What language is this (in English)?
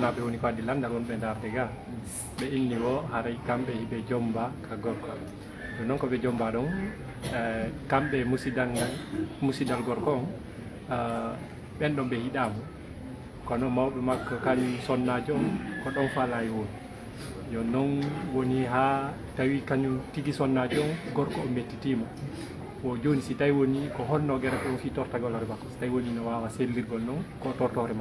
Fula